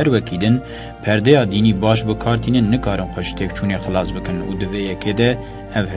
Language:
Kurdish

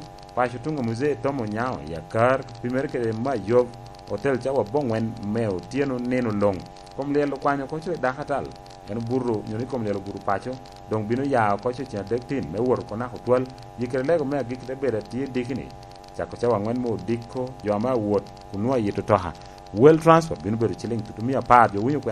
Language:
Lango (Uganda)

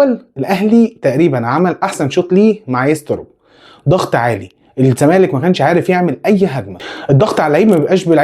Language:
Egyptian Arabic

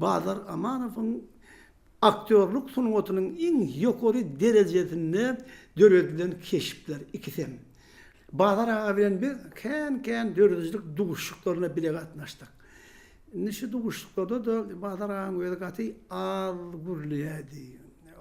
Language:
Turkmen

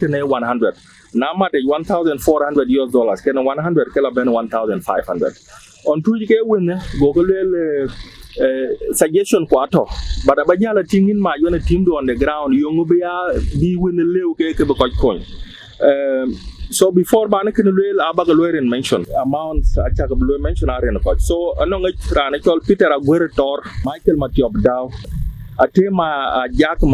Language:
Dinka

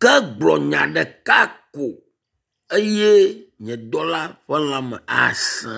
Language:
Ewe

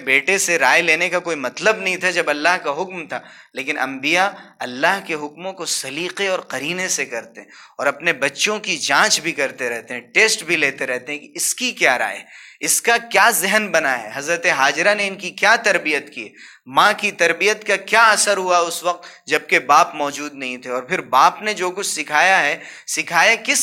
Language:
Urdu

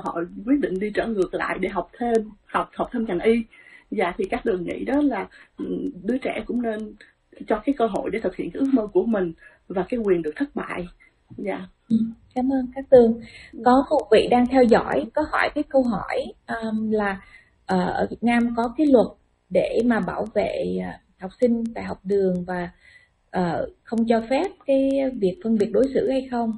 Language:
Vietnamese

